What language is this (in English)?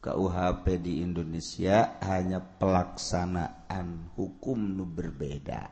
Sundanese